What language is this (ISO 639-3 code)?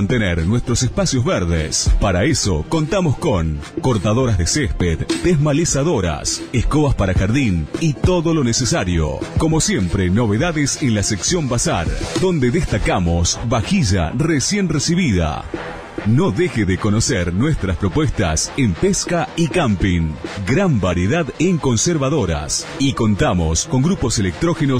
spa